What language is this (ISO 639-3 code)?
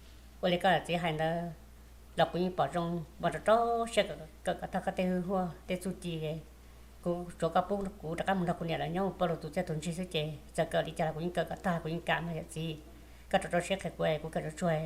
hmn